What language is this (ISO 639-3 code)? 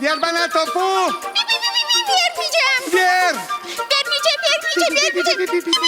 gag